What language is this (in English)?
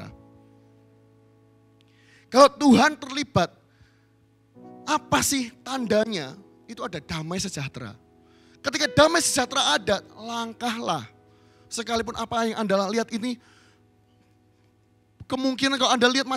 Indonesian